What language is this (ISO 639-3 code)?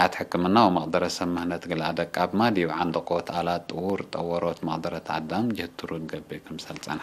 tig